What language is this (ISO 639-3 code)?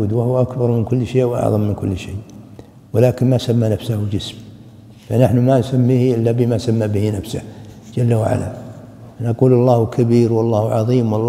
ara